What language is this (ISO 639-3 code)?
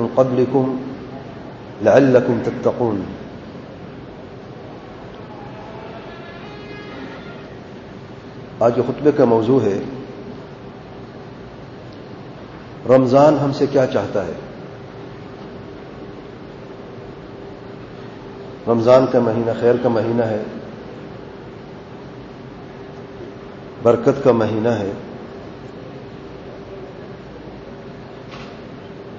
urd